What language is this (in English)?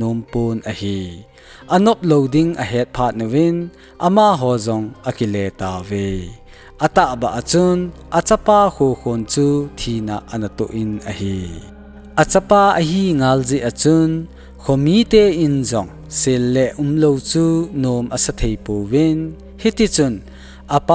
Thado Chin